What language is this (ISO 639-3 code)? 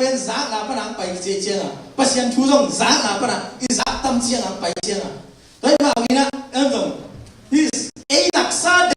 ctd